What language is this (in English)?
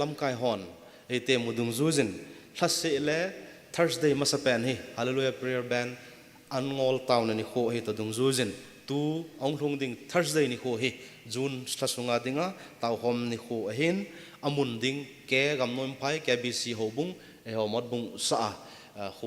Thado Chin